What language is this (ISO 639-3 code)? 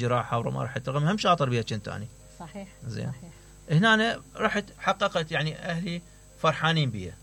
acm